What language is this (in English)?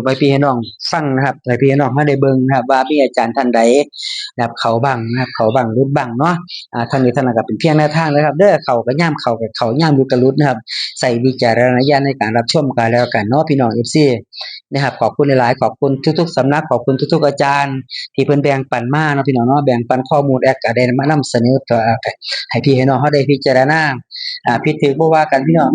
Northeastern Thai